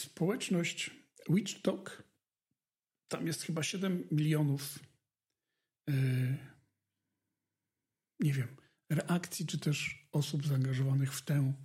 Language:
Polish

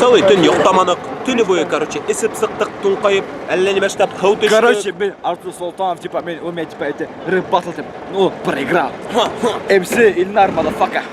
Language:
Bashkir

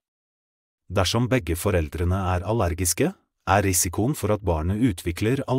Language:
Norwegian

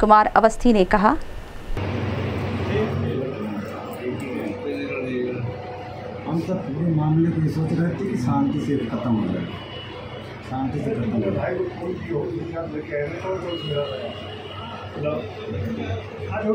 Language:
Hindi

